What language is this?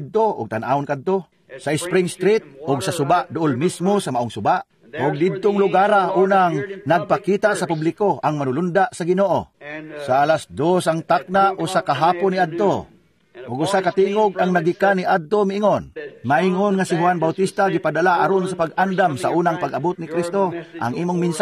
Cebuano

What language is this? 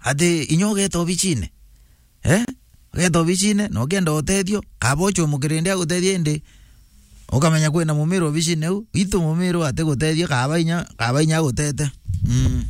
Meru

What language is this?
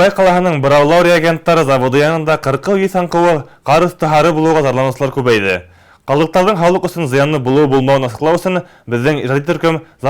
Bashkir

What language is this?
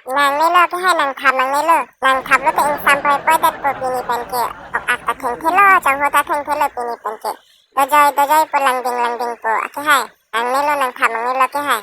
Karbi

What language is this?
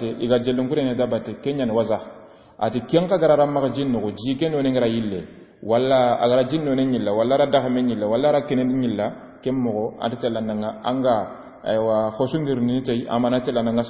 Soninke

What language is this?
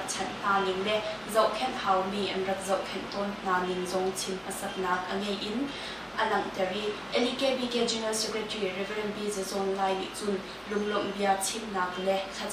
Hakha Chin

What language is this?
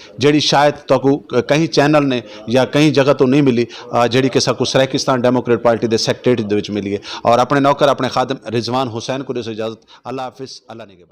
Saraiki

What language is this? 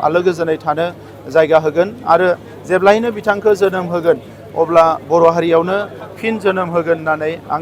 Bodo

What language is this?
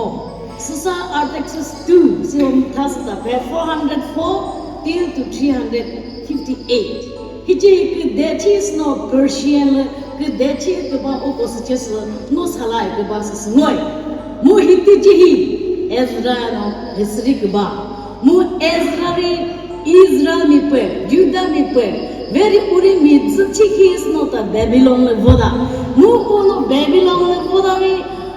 Chokri Naga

